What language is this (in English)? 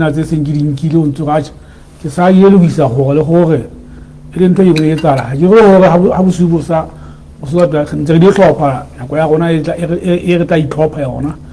Southern Sotho